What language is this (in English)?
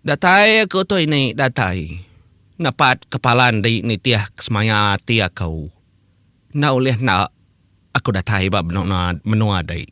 Iban